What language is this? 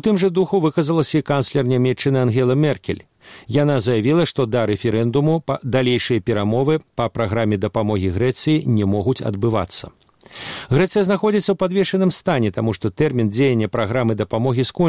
Belarusian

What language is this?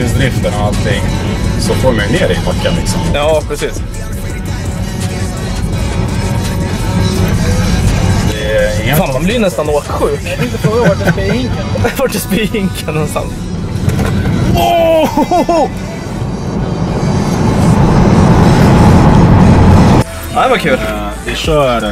Swedish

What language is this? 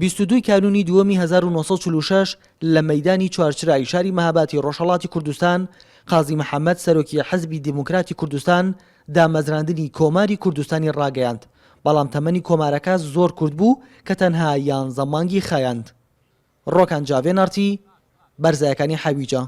Central Kurdish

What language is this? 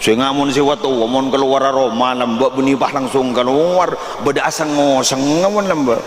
Madurese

